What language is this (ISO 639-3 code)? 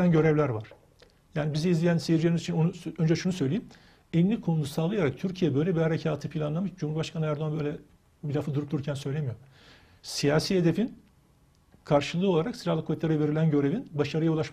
tur